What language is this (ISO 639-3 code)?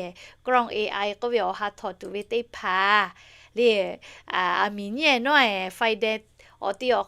lhu